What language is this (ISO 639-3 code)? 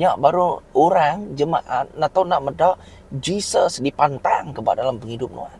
iba